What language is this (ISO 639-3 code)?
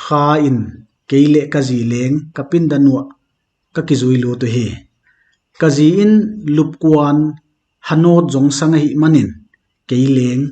pck